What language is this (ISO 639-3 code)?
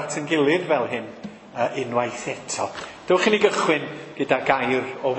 cym